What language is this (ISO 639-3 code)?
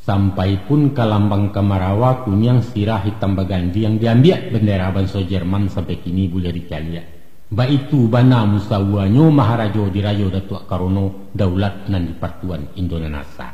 min